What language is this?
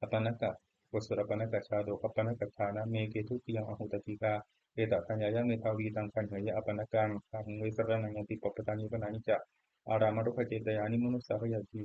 Pali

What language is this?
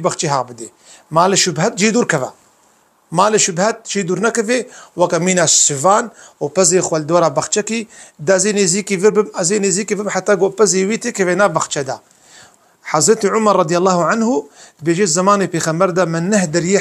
Kurdish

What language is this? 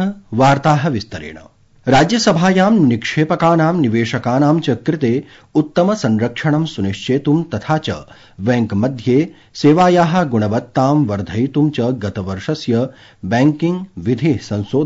Sanskrit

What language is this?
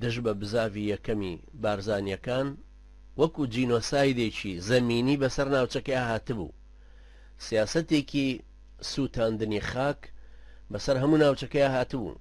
Central Kurdish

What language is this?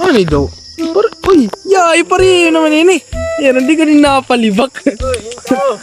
Waray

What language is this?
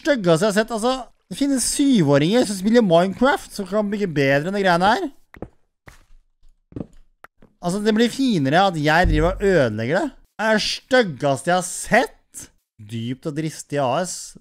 Norwegian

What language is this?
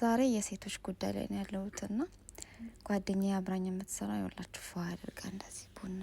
Amharic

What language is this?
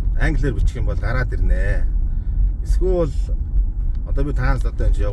Mongolian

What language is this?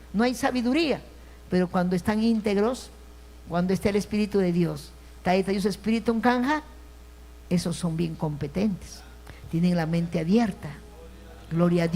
Ayacucho Quechua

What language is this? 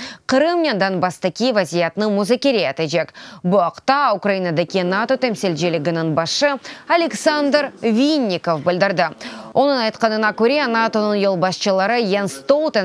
Crimean Tatar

